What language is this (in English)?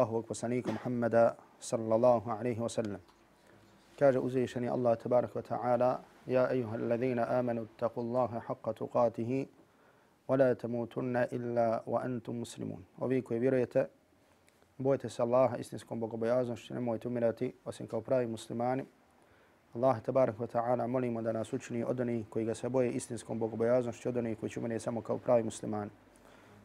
Bosnian